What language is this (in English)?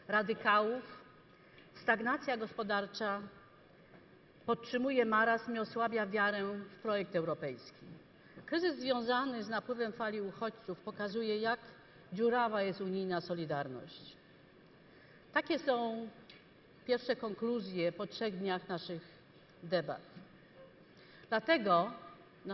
Polish